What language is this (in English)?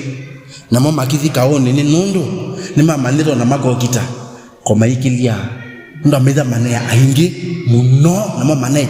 Kamba